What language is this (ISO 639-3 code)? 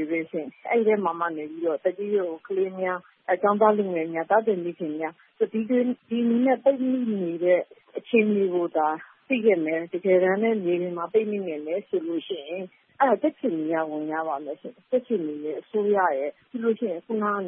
mya